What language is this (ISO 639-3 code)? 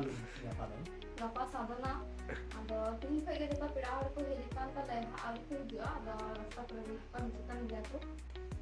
sat